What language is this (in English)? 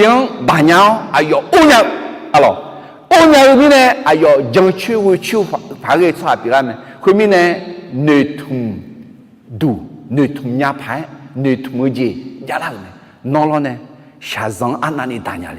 Akha